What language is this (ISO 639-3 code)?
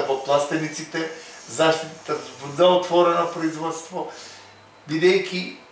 mkd